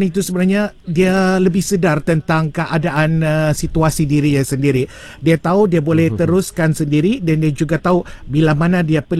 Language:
Malay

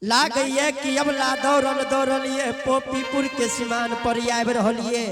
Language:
Angika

